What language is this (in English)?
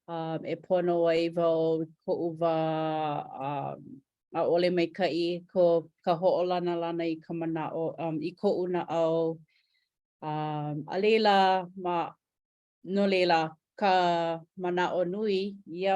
Hawaiian